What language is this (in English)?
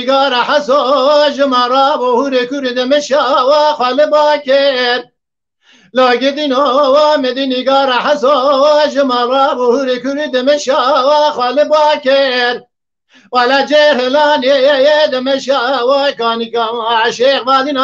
Kurdish